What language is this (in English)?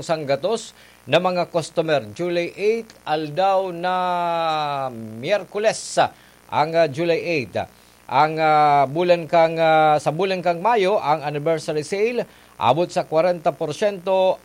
Bikol